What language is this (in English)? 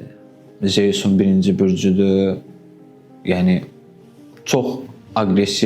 Azerbaijani